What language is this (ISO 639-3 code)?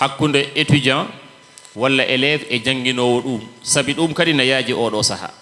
ful